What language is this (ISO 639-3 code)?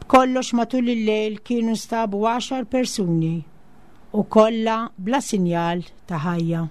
mlt